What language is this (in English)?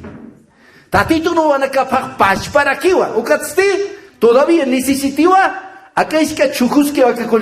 Aymara